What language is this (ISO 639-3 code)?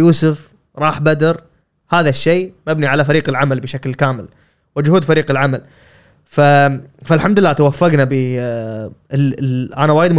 afb